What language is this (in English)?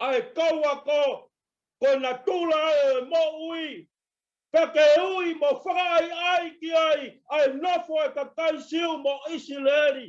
Tongan